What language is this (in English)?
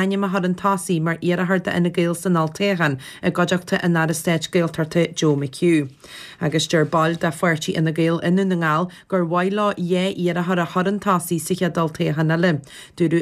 Irish